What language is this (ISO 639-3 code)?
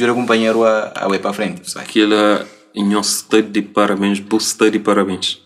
kea